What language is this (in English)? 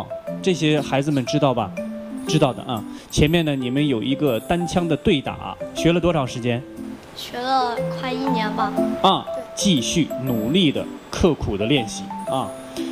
Chinese